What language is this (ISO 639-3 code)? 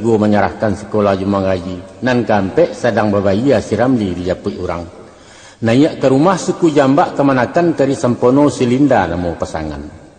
min